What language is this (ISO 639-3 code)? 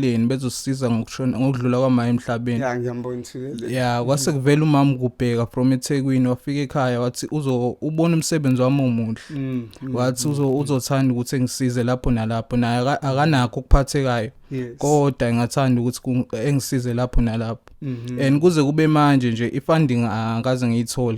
zul